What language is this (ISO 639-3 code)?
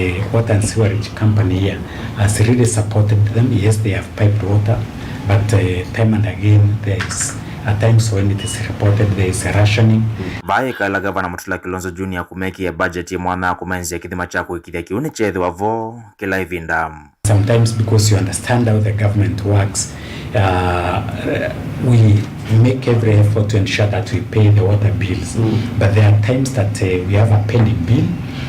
kam